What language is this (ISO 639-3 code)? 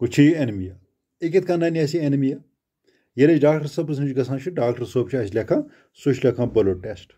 kas